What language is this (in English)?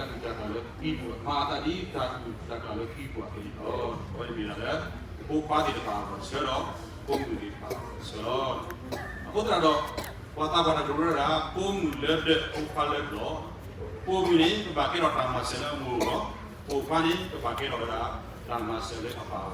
S'gaw Karen